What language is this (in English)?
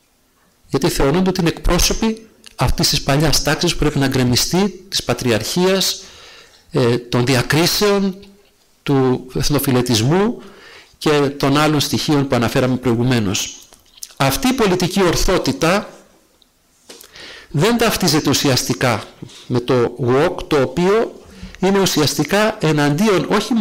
Greek